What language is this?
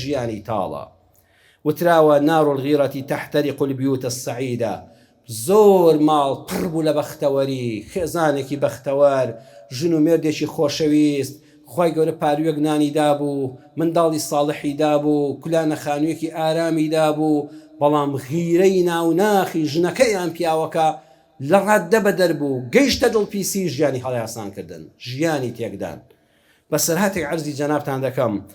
Central Kurdish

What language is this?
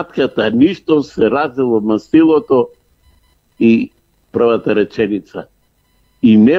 Macedonian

